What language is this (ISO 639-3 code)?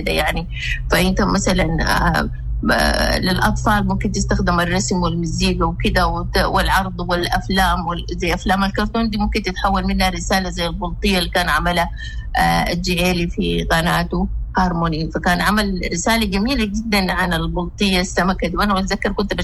apd